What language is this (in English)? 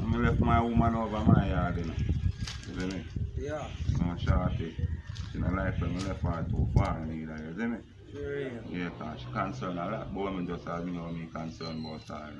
Jamaican Creole English